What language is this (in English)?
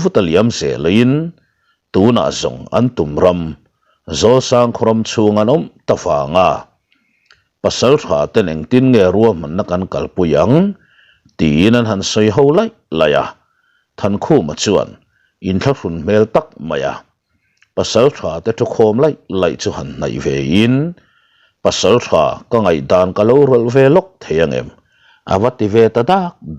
Mizo